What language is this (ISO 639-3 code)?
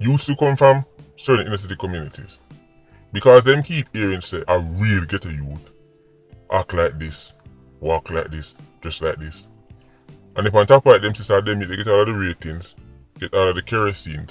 jam